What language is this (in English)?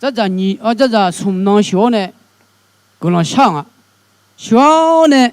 Akha